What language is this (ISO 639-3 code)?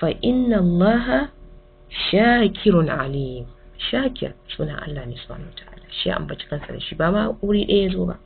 hau